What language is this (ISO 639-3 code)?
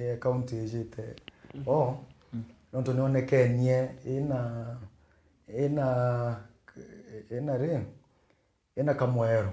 mer